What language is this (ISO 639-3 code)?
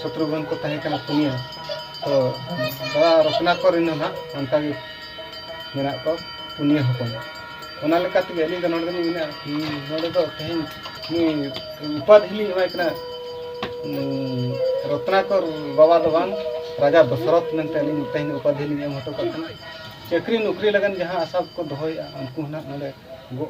sat